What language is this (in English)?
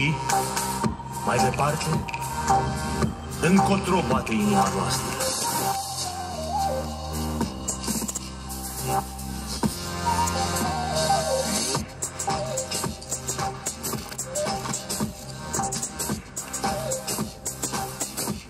Romanian